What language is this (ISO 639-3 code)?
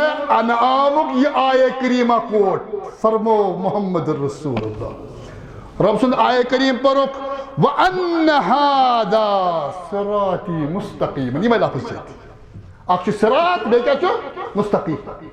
kas